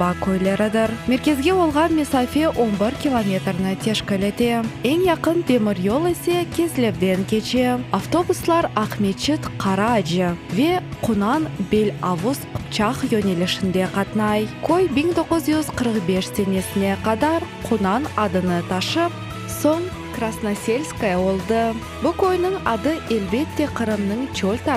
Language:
Crimean Tatar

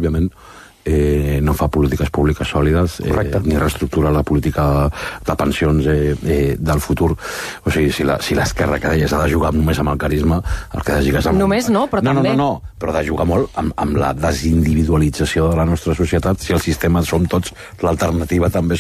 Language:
Catalan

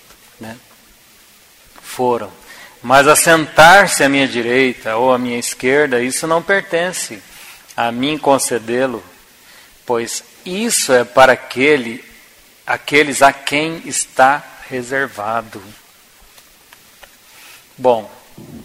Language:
Portuguese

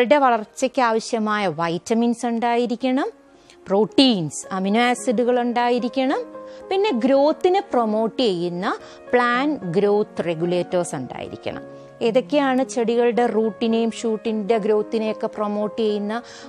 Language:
Malayalam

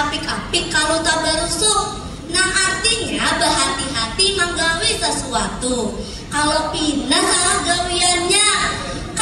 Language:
Banjar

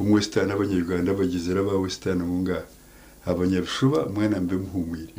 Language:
Nyankole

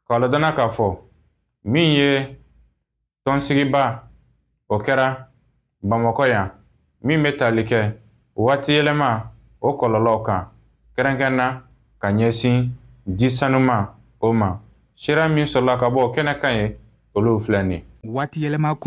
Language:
Bambara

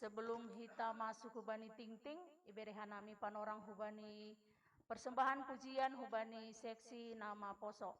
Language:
Batak Simalungun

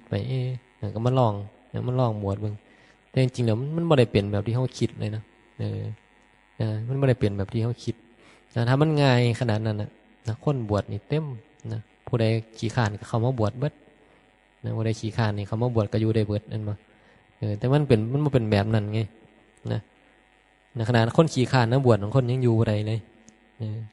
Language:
Northeastern Thai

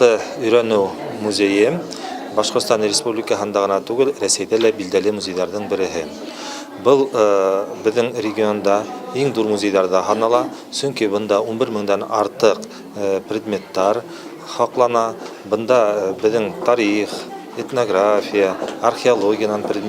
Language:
Bashkir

